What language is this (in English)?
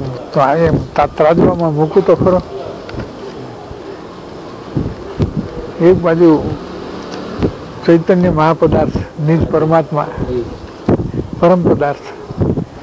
Gujarati